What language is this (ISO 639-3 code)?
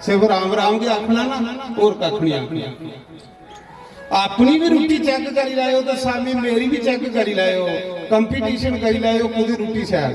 doi